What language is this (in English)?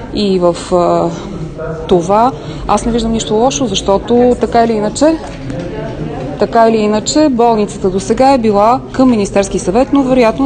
Bulgarian